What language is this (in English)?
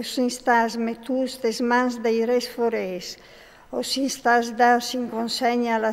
Friulian